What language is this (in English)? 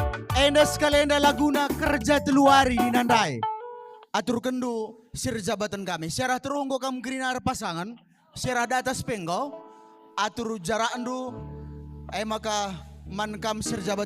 Batak Karo